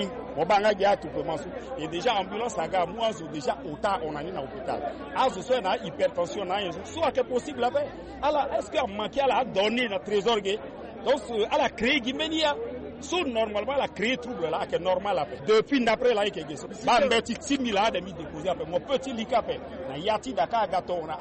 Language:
Sango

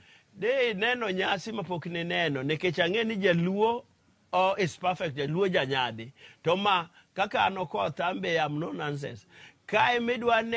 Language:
Luo (Kenya and Tanzania)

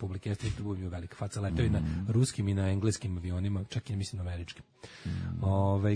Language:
Serbian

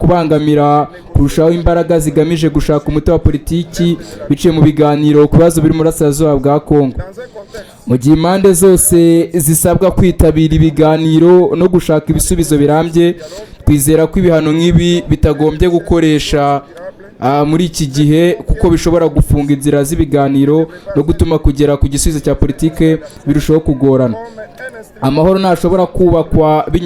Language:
Kinyarwanda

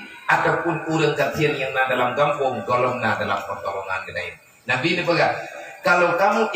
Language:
Achinese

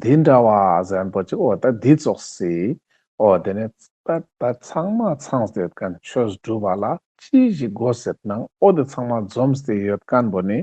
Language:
Ladakhi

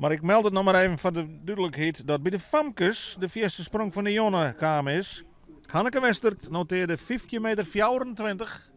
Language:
Western Frisian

